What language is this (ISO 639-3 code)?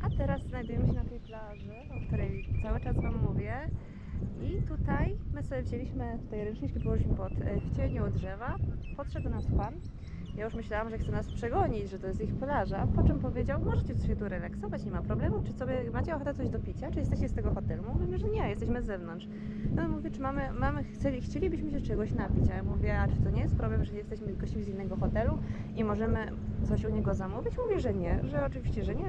pol